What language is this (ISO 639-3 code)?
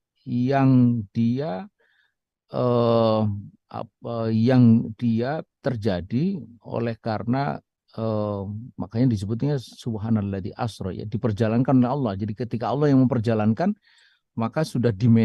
ind